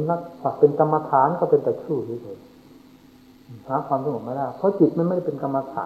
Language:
Thai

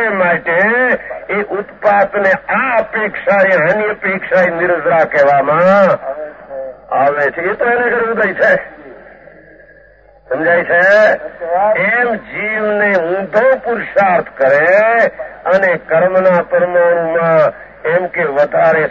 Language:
Gujarati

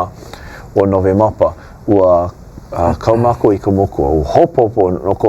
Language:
Hawaiian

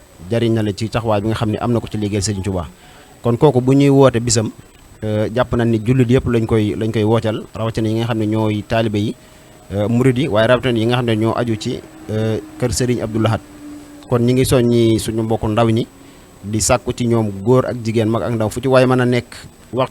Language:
Wolof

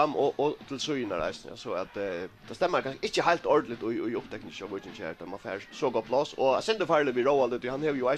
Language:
Faroese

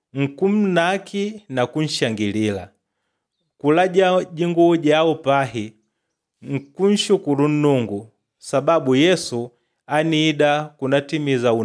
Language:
Makonde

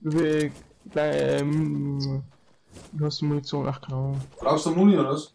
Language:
Bavarian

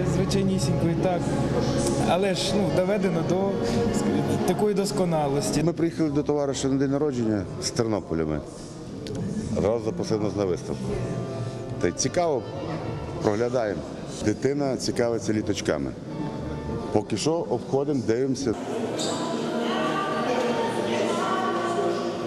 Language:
Ukrainian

